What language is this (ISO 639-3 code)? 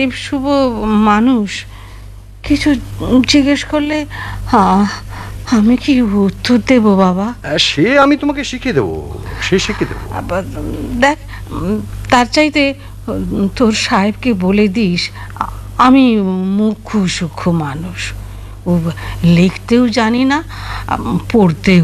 ben